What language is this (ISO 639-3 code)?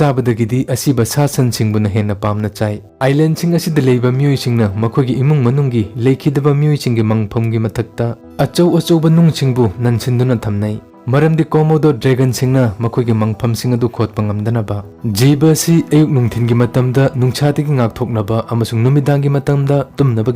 mni